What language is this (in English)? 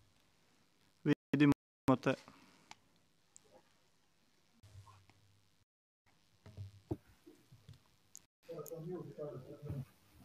Croatian